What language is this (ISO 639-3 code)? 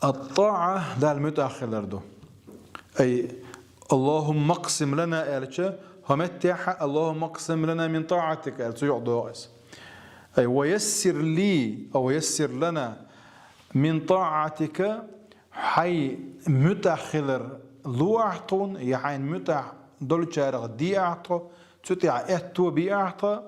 che